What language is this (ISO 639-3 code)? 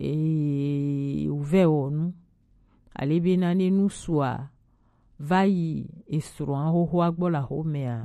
gej